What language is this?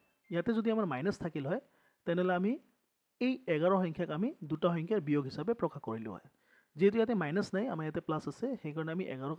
Assamese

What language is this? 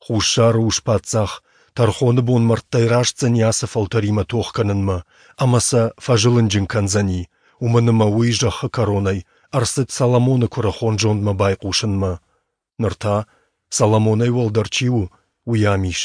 Ossetic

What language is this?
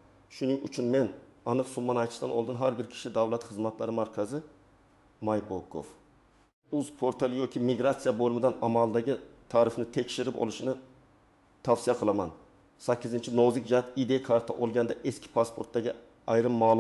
Uzbek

